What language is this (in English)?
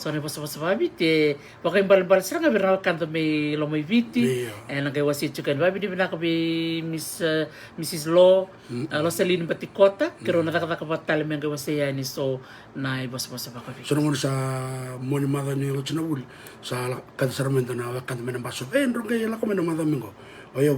Fijian